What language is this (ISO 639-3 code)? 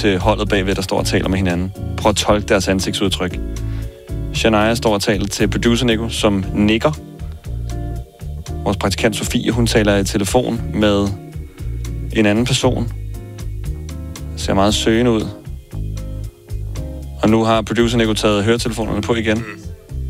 dan